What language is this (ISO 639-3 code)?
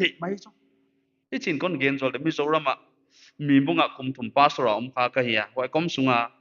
pck